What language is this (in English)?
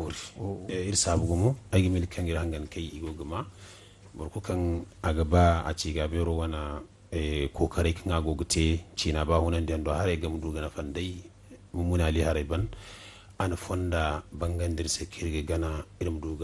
Zarma